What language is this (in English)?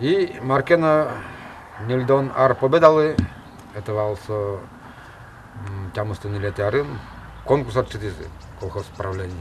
Udmurt